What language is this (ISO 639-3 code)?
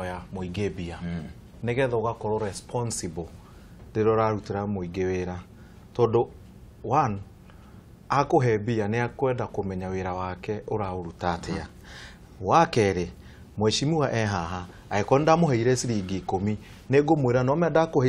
kik